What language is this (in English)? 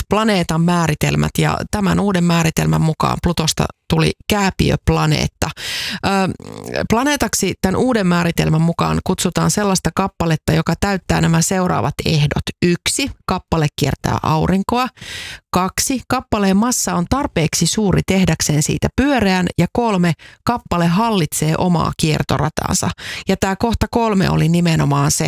Finnish